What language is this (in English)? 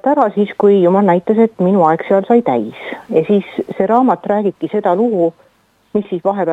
Estonian